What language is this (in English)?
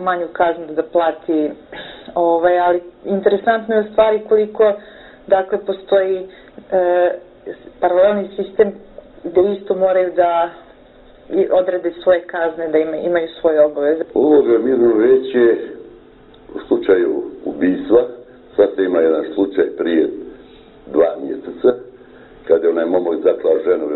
Serbian